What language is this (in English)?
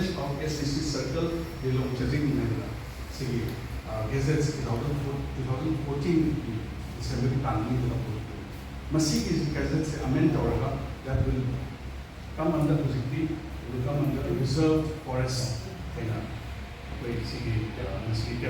Manipuri